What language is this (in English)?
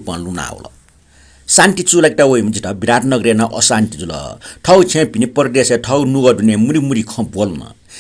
Newari